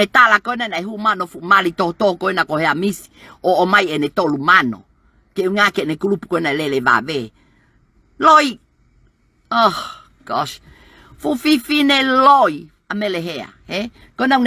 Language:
Tongan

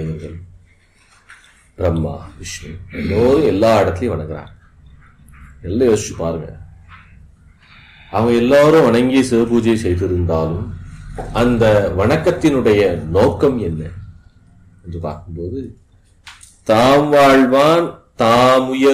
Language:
Tamil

